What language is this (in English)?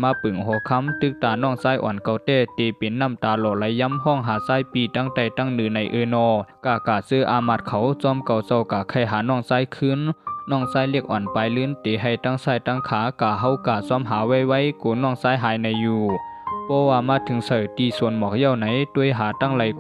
Shan